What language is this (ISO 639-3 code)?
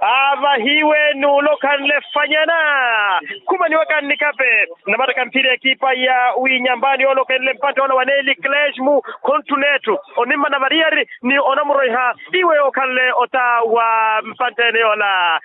vmw